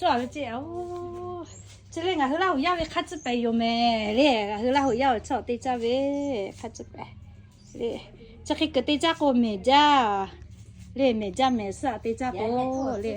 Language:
Lahu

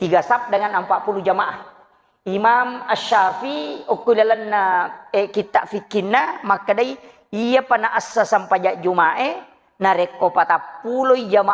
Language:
Buginese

